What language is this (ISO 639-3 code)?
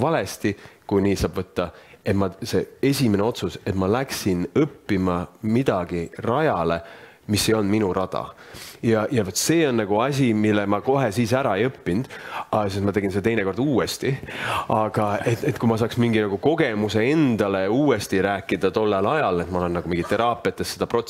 est